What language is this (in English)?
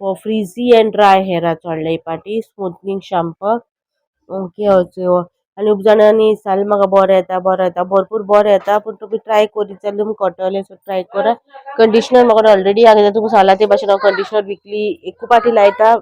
Konkani